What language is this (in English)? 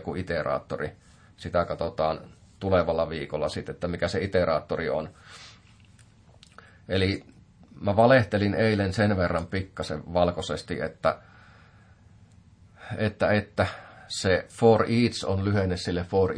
Finnish